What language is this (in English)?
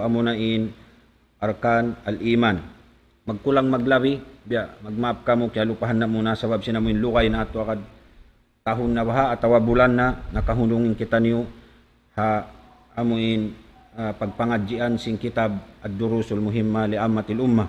Tausug